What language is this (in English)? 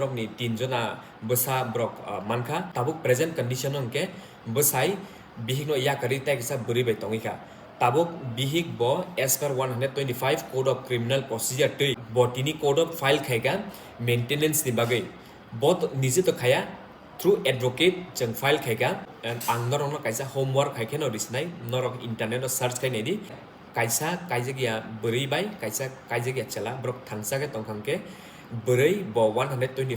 Kok Borok